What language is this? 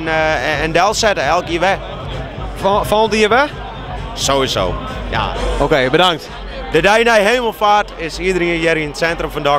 Western Frisian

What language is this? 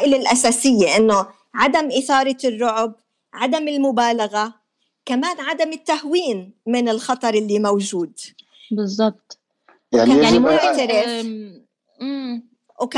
North Levantine Arabic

